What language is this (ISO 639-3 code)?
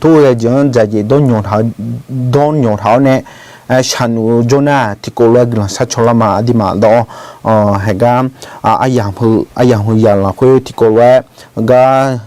ahk